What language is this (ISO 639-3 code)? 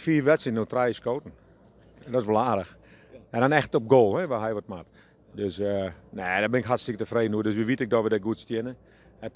fry